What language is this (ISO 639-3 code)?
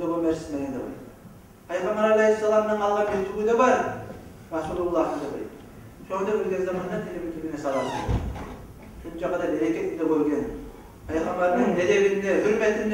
kum